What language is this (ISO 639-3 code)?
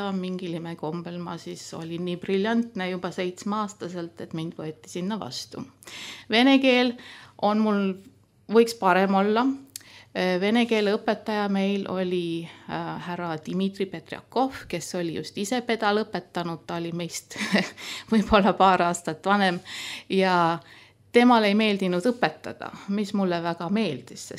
est